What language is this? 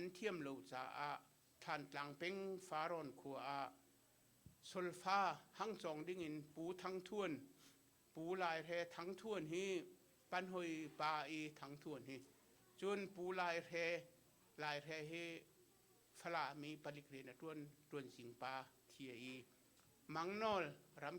Hakha Chin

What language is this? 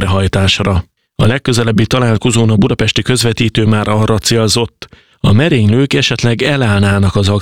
Hungarian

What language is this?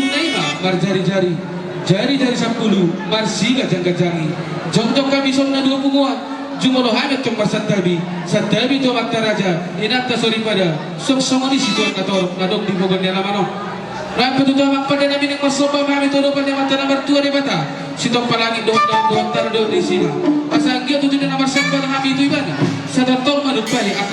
Batak Toba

